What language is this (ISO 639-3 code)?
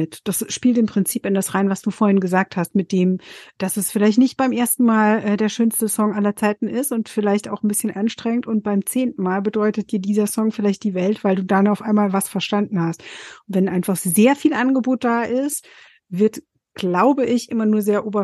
deu